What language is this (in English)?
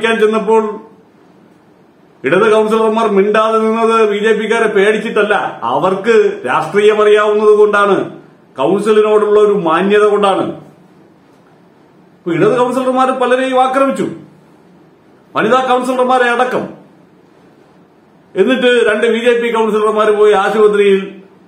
Malayalam